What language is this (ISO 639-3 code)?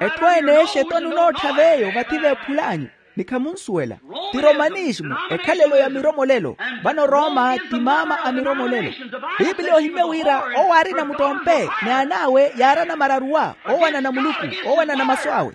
vmw